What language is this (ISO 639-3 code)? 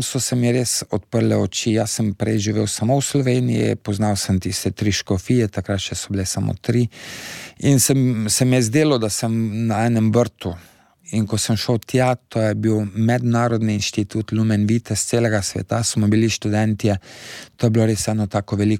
slv